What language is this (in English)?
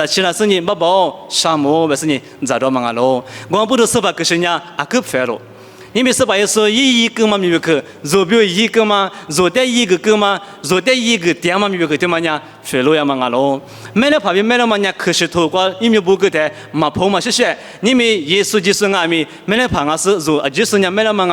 Lisu